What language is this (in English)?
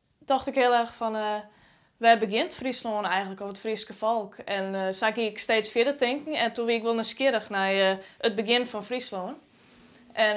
Western Frisian